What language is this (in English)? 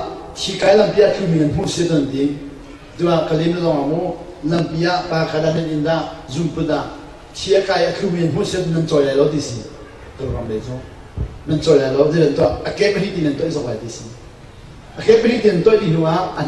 Hakha Chin